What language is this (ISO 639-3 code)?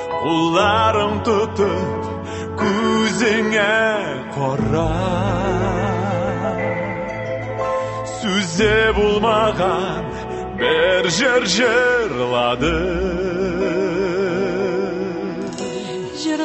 tat